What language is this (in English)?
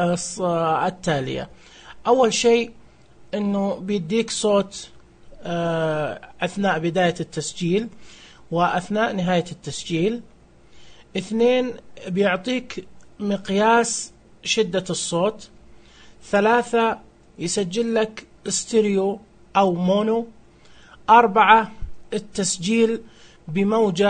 Najdi Arabic